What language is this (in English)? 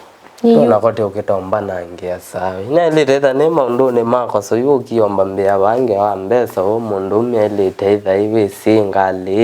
Kamba